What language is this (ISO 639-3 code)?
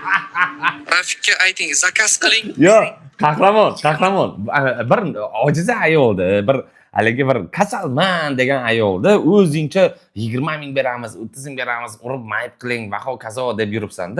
uzb